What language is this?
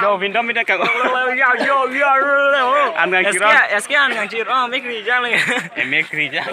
Karbi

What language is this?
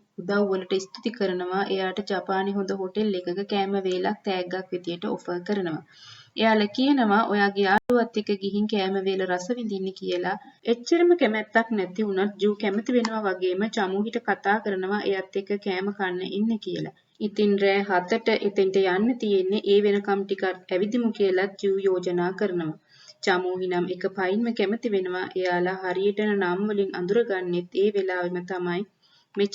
Sinhala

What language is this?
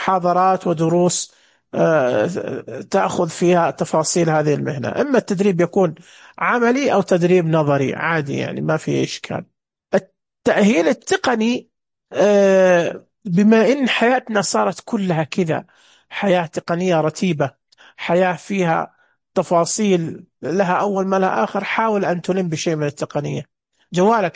Najdi Arabic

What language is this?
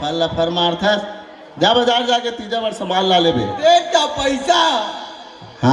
Chhattisgarhi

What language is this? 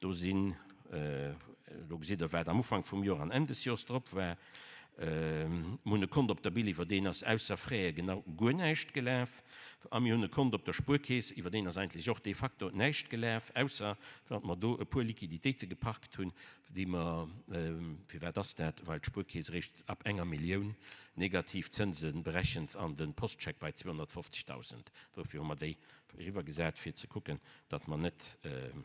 Luxembourgish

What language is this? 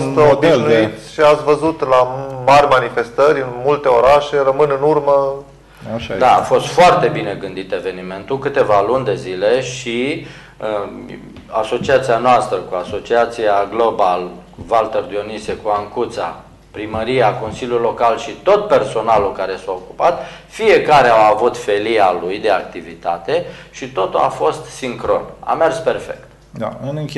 Romanian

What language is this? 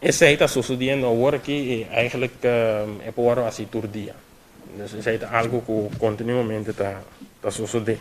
Papiamento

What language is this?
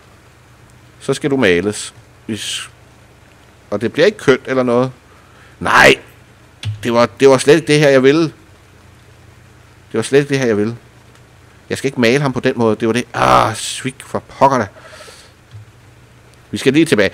Danish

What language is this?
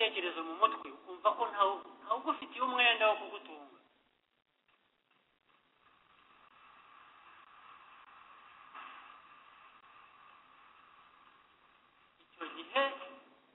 Kinyarwanda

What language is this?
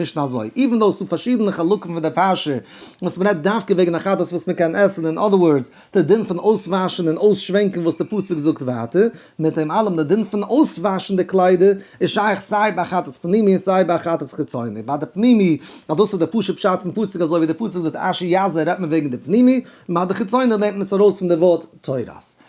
Yiddish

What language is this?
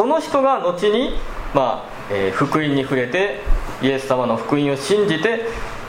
Japanese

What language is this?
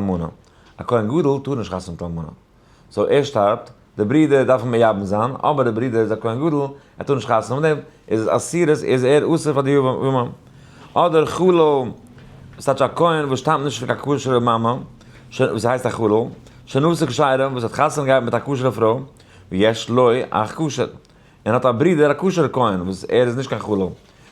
Yiddish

